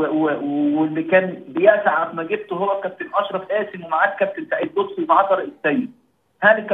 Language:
Egyptian Arabic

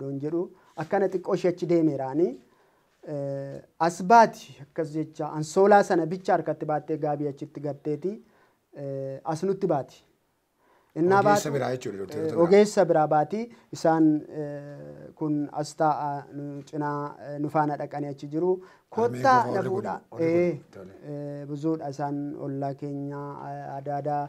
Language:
Oromo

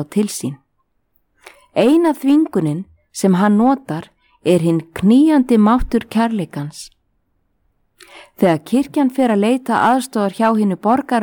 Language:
Icelandic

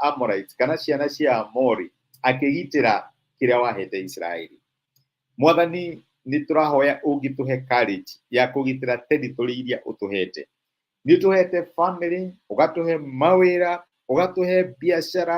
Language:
Kikuyu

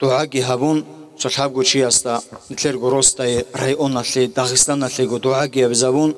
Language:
Avaric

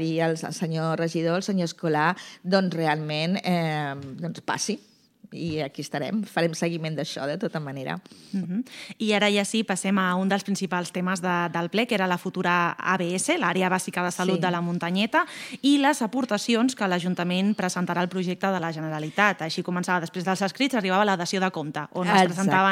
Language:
Catalan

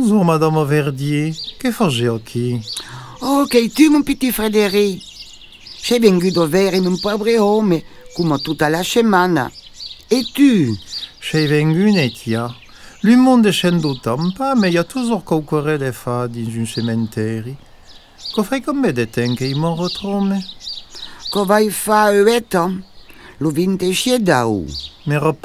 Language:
Occitan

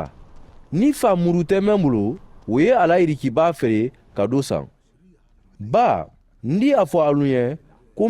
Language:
Mandingo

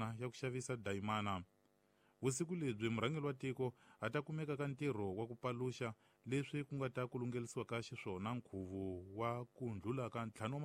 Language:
Tsonga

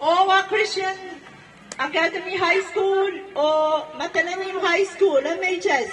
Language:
Pohnpeian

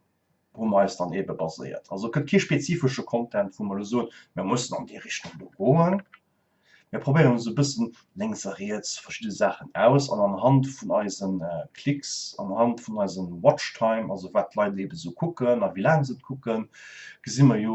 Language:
Luxembourgish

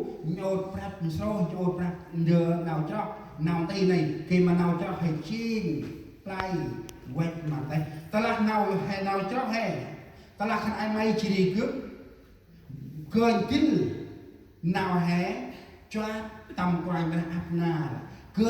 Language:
Central Mnong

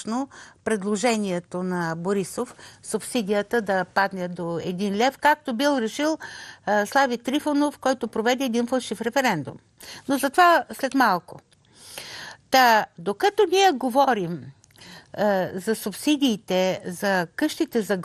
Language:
Bulgarian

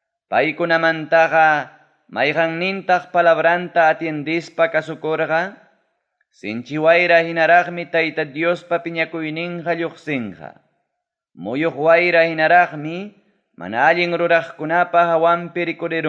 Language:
Ayacucho Quechua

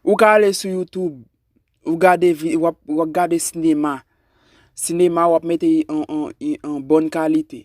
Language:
Haitian Creole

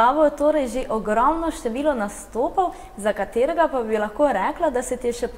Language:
Slovenian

